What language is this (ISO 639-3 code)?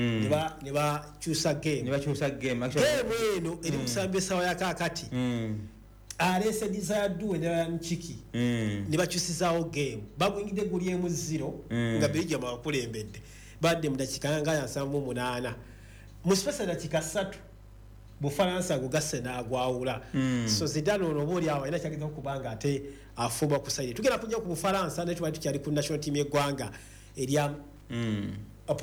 lug